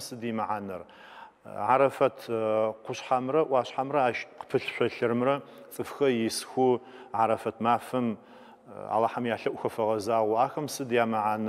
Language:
Adyghe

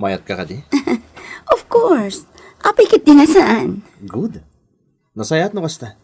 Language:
Iloko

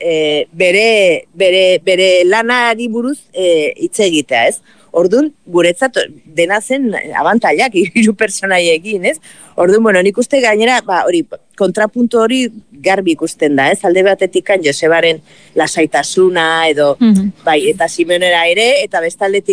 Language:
Basque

